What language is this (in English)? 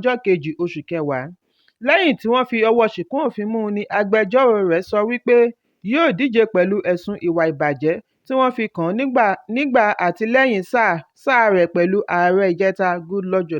Yoruba